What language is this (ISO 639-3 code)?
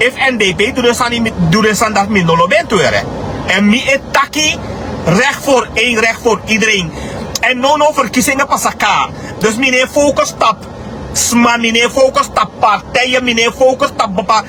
srn